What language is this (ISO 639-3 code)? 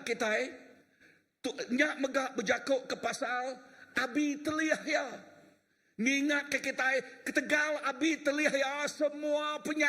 iba